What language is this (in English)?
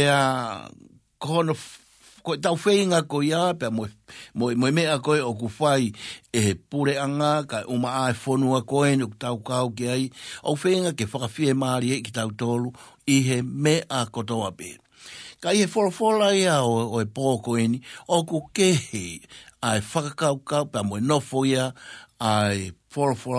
Tongan